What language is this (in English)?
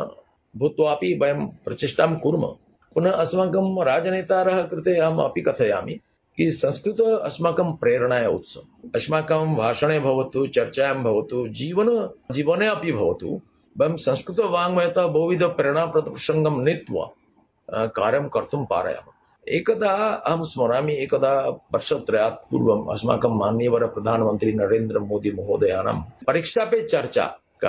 Sanskrit